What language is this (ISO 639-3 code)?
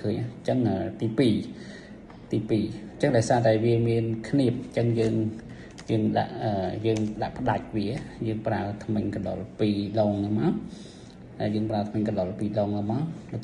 khm